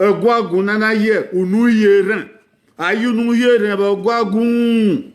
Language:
Bini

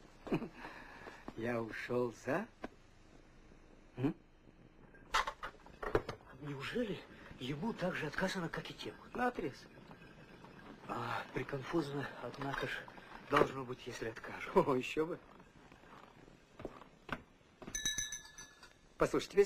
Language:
Russian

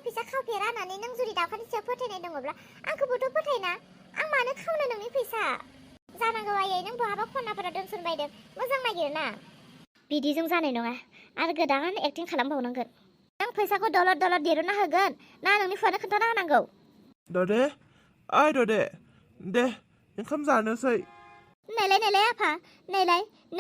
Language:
Bodo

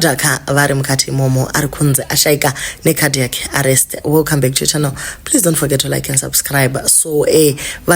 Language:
Shona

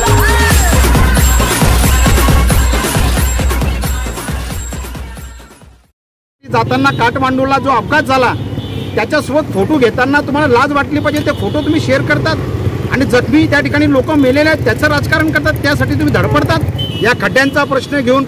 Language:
Marathi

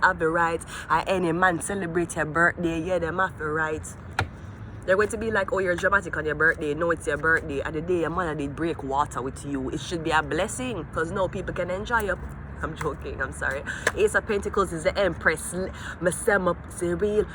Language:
Jamaican Creole English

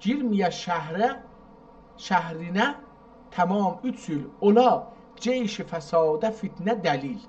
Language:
South Azerbaijani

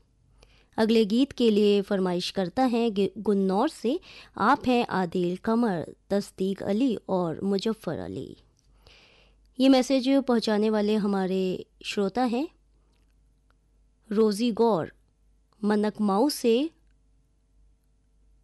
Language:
Hindi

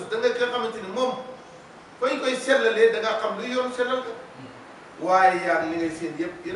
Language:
Wolof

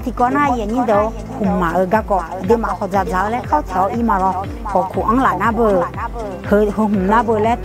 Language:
Akha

